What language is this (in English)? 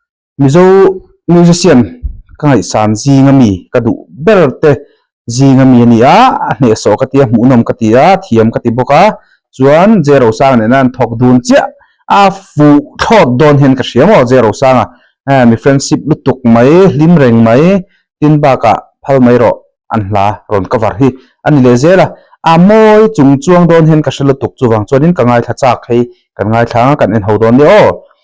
Mizo